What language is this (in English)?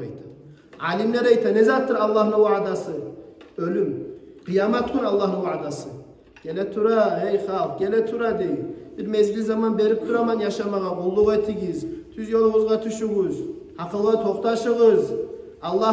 Kumyk